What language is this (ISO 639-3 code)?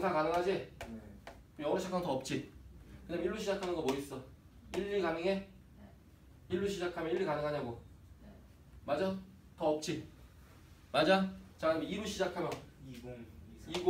kor